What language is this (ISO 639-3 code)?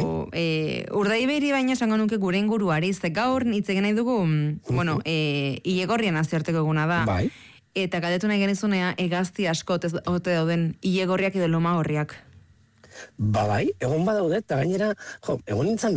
eus